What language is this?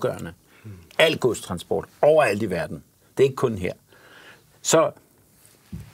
Danish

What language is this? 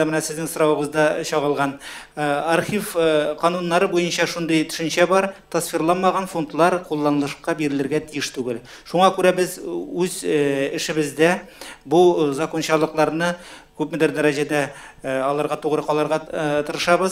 Tatar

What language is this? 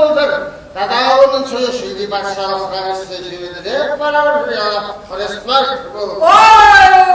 Chuvash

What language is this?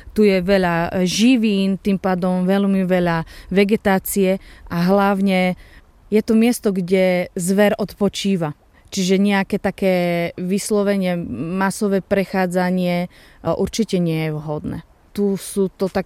Slovak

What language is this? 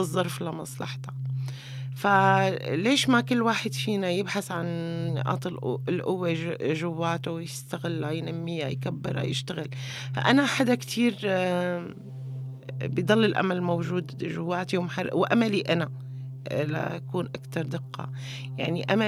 North Levantine Arabic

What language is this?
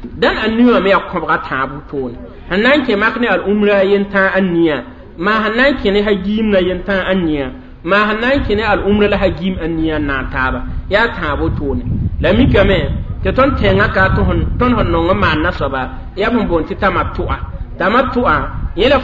Mossi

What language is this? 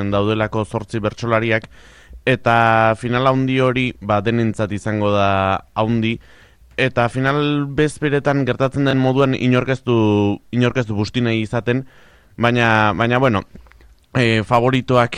Basque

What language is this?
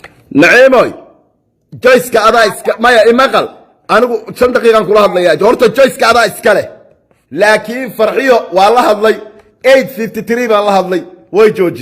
Somali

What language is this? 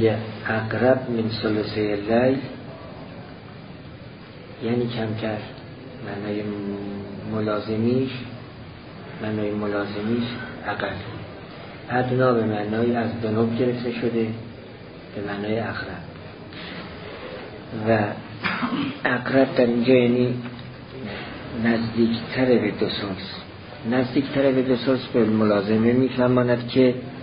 Persian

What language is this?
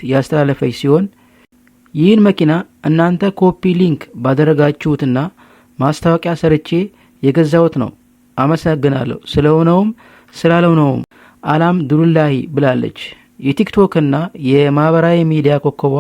Amharic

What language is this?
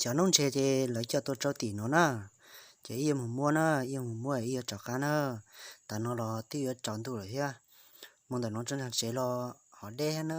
Hmong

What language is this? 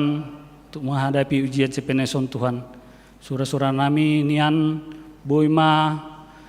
Batak Simalungun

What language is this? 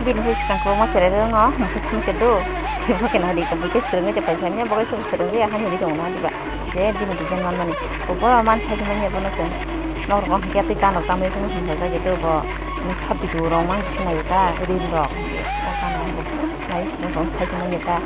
Kok Borok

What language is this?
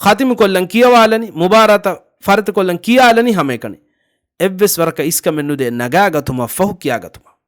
Divehi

